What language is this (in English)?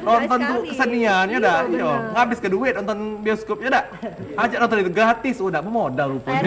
Musi